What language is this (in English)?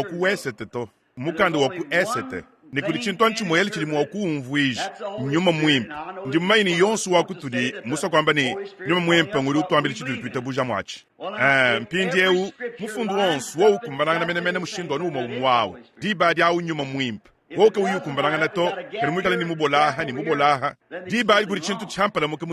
Luba-Lulua